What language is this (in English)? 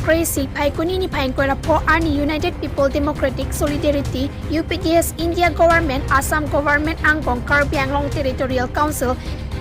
Karbi